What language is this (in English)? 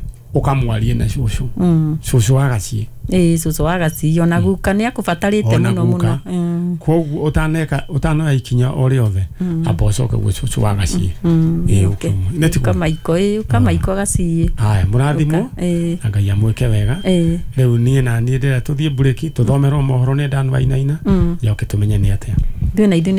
Kikuyu